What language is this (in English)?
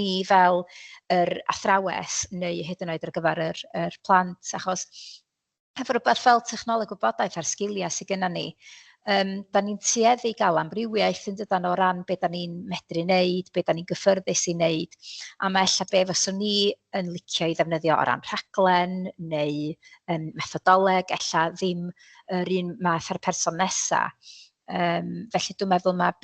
Welsh